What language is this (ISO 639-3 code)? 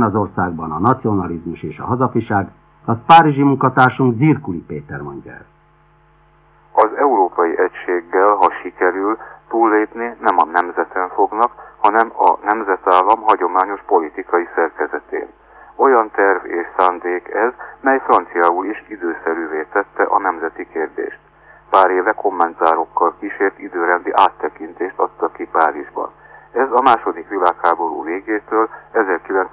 hun